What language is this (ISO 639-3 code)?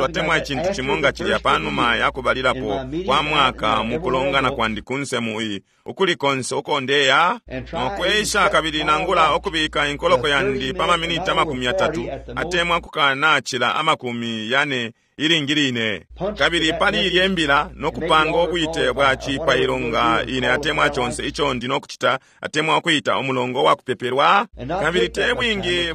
bem